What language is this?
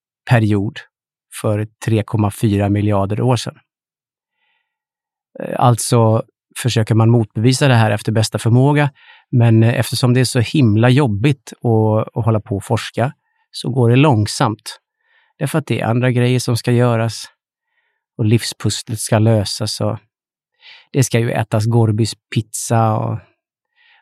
Swedish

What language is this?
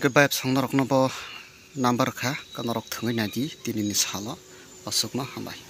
Kok Borok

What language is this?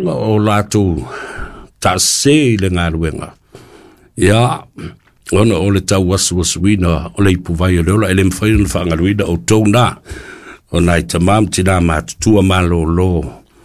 Samoan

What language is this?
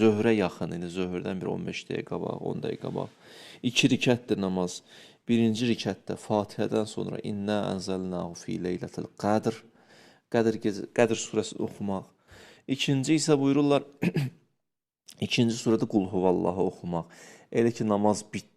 Azerbaijani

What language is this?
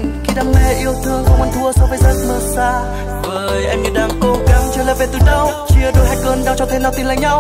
Vietnamese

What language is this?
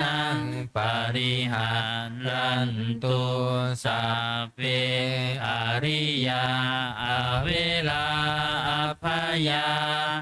Pali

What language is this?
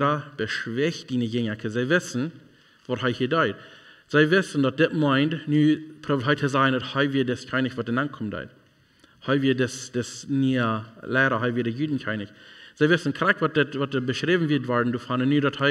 Plautdietsch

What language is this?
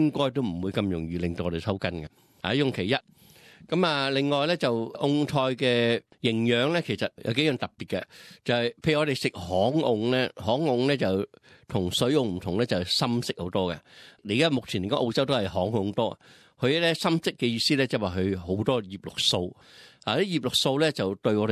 Cantonese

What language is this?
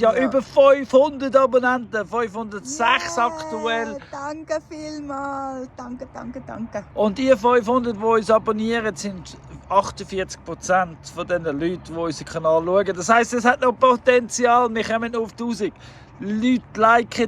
Swiss German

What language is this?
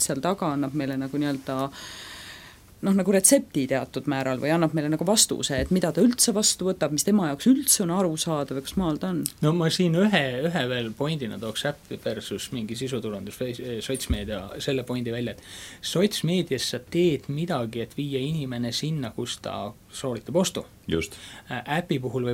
Estonian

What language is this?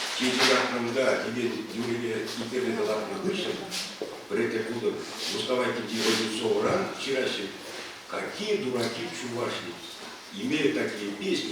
Chuvash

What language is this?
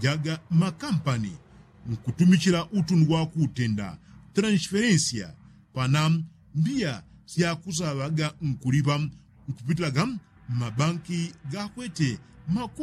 Yao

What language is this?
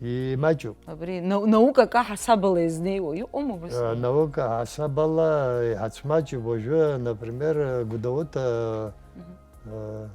Abkhazian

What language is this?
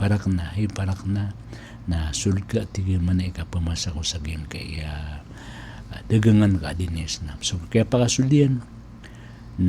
Maranao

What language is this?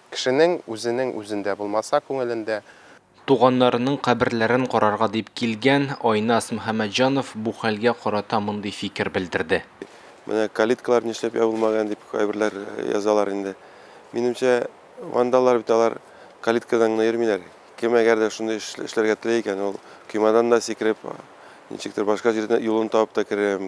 Tatar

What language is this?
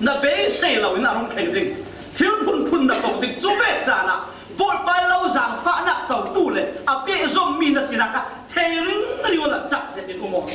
Falam Chin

